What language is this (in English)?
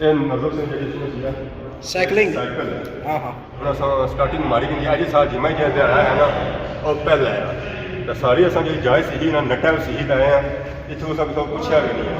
Pahari-Potwari